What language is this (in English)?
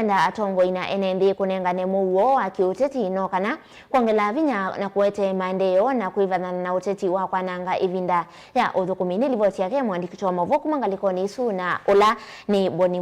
Kamba